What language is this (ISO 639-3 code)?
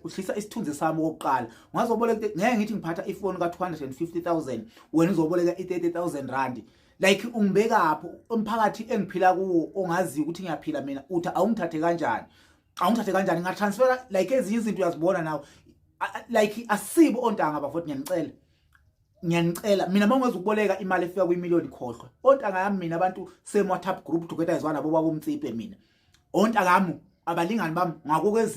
zul